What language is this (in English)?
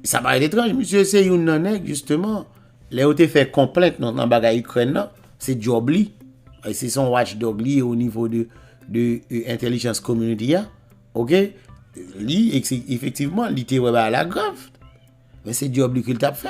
Haitian Creole